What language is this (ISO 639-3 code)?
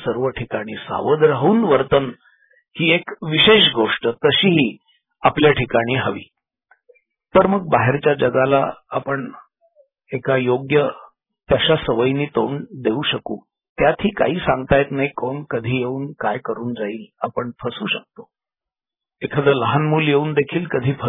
mar